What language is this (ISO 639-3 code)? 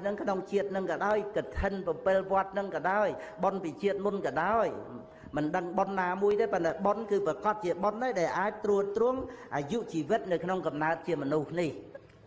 khm